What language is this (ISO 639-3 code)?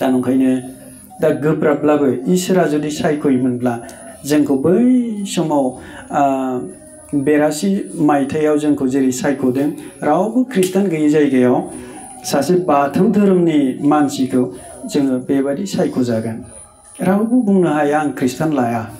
brx